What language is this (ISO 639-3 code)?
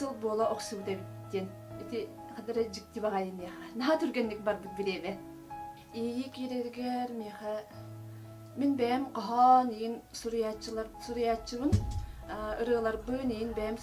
sah